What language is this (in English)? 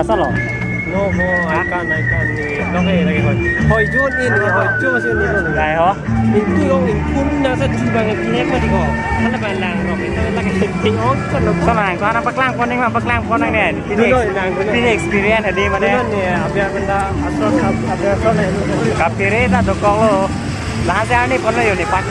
Karbi